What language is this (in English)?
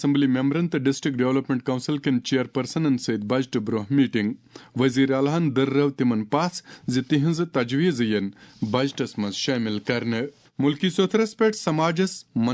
Kashmiri